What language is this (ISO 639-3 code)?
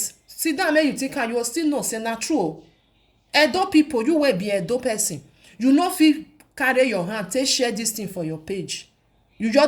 pcm